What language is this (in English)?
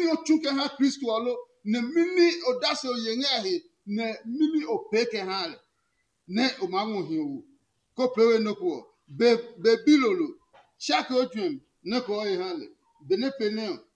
Adangme